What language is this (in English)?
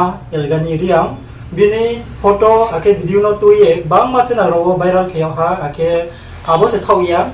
Riang (India)